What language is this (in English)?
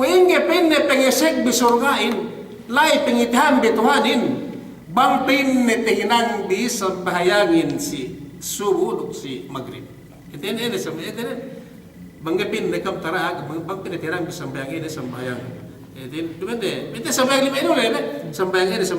Yakan